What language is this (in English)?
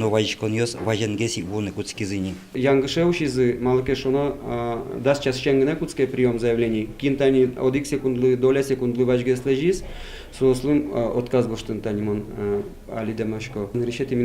Udmurt